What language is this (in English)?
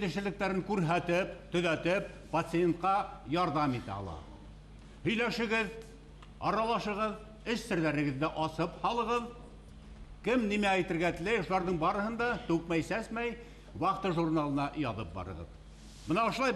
Bashkir